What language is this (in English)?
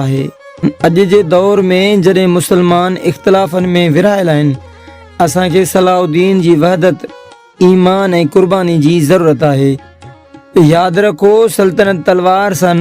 Sindhi